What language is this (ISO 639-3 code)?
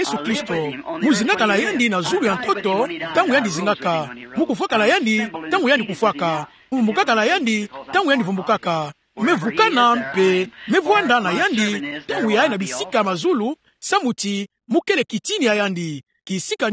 ktu